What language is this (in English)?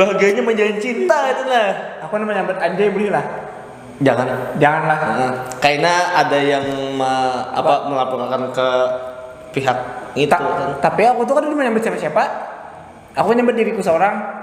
Banjar